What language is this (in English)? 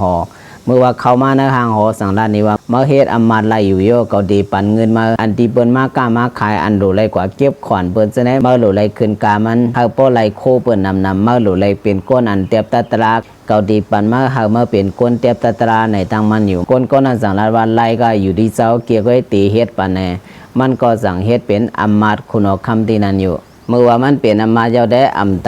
Shan